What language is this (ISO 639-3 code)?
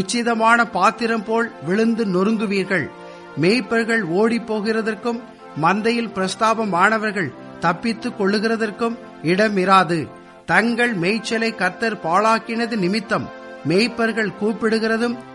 tam